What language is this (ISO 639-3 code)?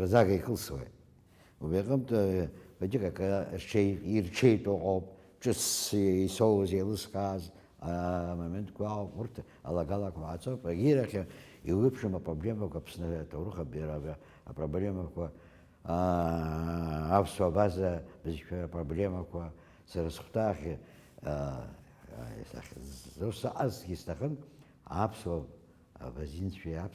abk